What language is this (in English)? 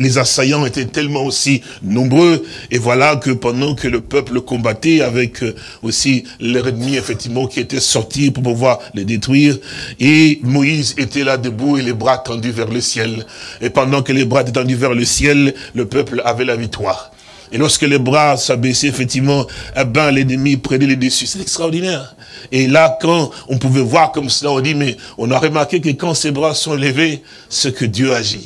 French